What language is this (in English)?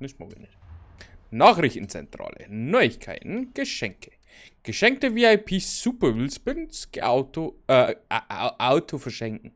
Bavarian